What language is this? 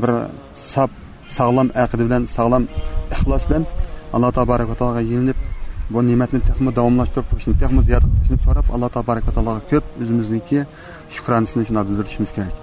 Uyghur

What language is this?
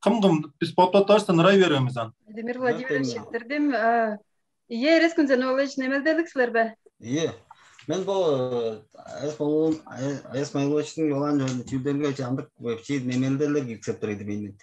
Tuvinian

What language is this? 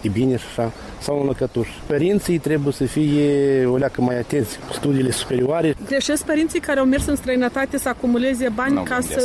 Romanian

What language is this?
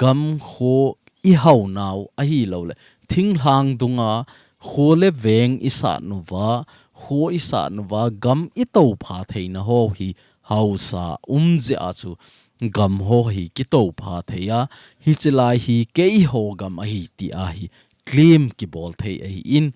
Thado Chin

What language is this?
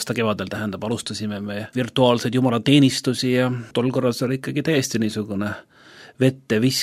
Estonian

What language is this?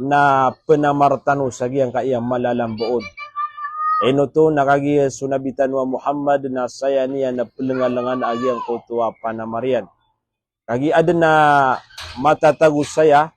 Maranao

